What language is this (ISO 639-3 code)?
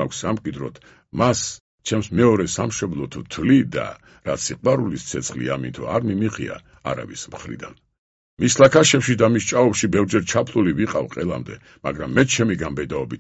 kat